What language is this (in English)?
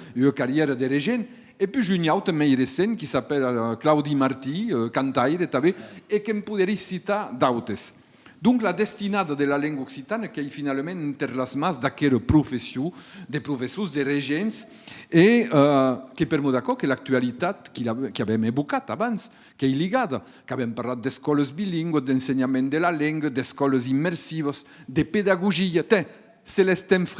Occitan